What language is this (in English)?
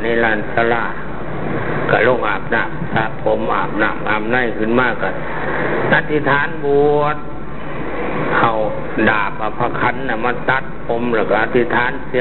Thai